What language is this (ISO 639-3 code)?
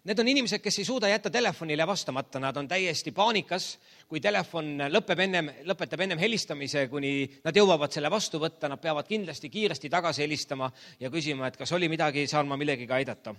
est